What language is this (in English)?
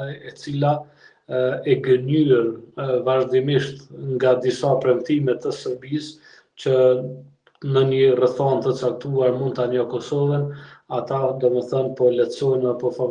Albanian